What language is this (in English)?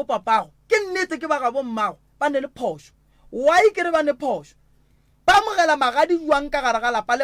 Northern Sotho